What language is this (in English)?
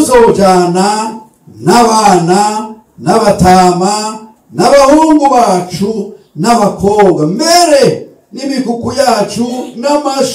Rundi